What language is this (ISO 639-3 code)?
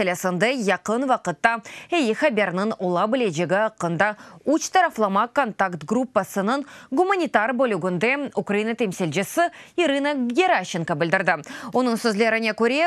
crh